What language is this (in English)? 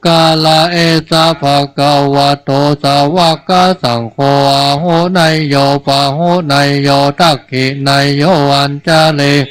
Pali